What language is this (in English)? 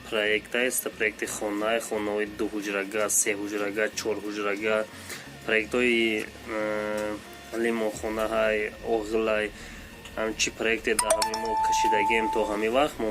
Tajik